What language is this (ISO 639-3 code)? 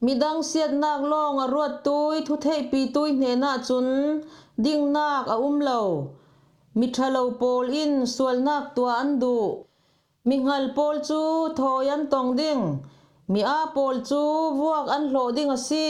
cfm